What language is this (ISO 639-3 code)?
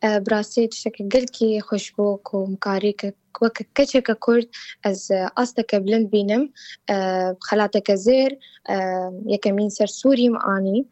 kur